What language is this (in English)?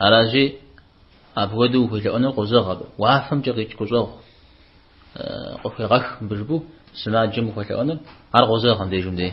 Kabardian